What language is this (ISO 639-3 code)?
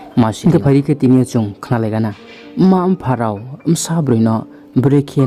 ria